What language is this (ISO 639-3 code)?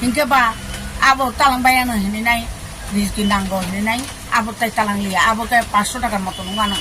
trp